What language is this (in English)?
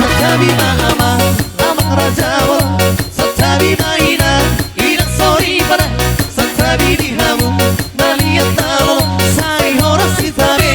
Batak Toba